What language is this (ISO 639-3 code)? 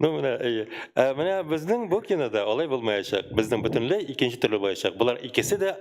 tat